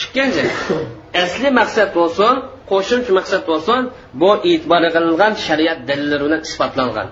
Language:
Uyghur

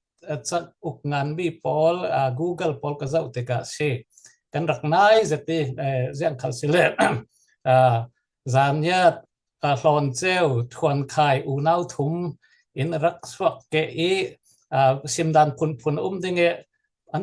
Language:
Falam Chin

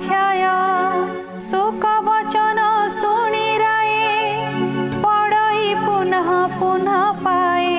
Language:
Odia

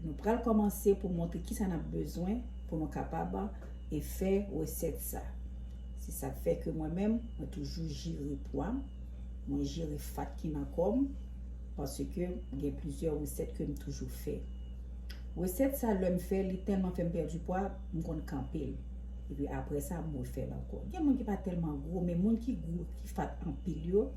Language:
Haitian Creole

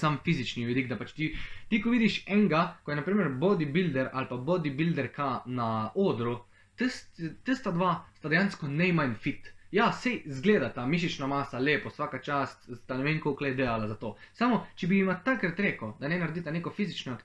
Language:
Slovenian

